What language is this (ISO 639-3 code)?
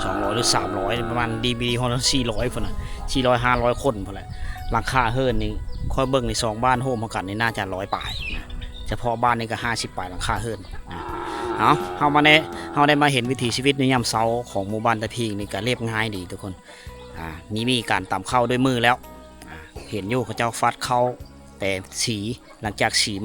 lao